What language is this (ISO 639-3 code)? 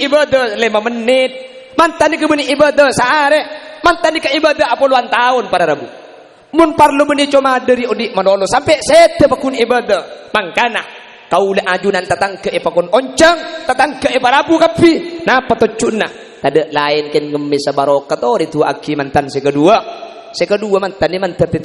mad